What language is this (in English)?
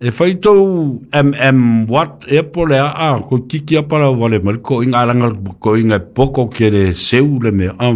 Samoan